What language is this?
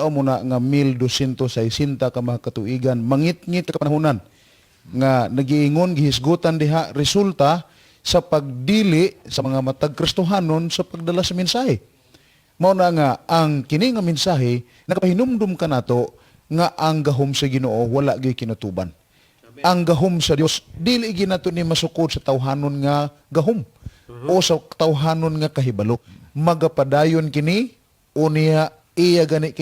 Cebuano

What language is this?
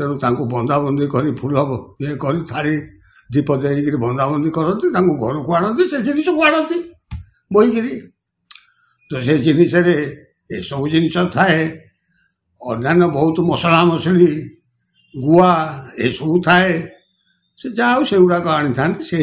Odia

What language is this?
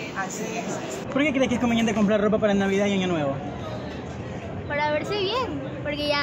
Spanish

